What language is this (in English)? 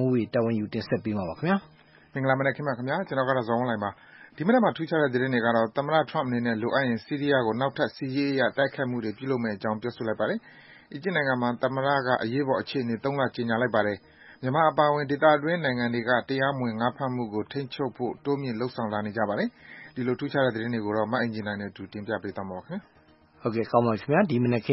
Burmese